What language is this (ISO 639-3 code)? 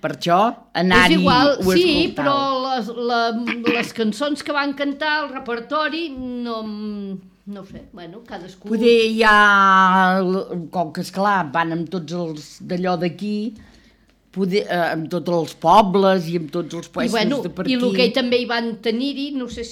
cat